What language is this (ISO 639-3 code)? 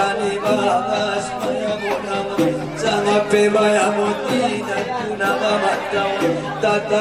akb